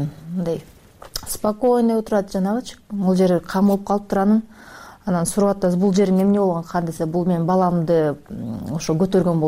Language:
Kyrgyz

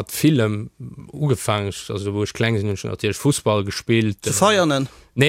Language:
Luxembourgish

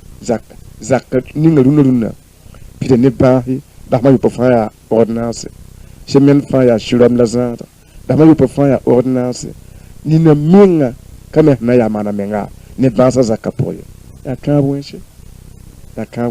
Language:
Mossi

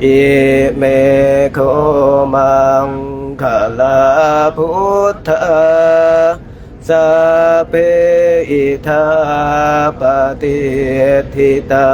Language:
Pali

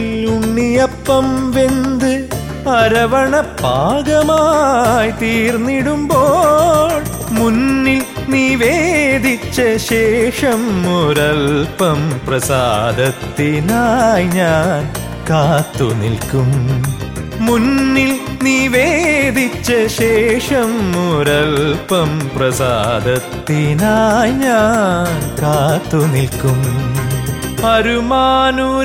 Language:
Malayalam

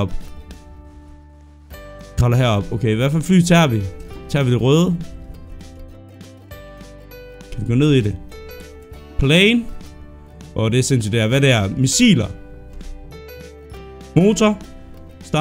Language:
Danish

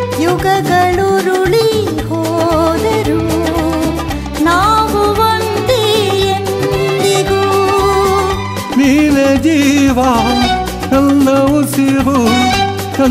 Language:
Kannada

